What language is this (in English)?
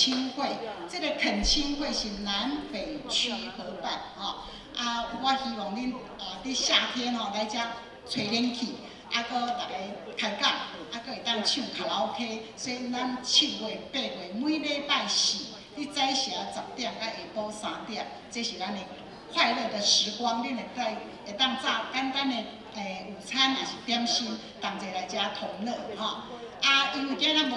Min Nan Chinese